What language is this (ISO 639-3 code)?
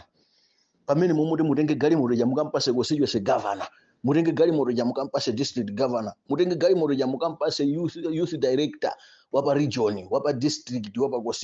nya